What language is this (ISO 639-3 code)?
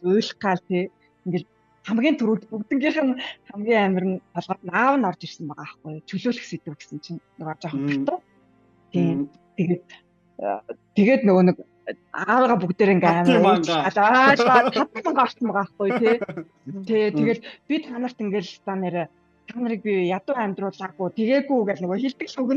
mon